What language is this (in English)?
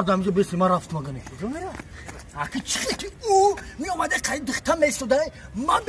Tajik